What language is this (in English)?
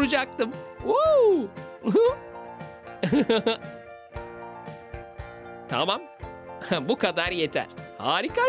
Turkish